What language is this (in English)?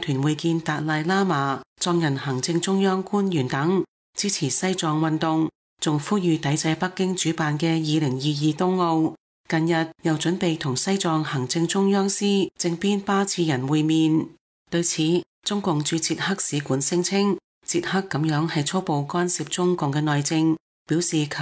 Cantonese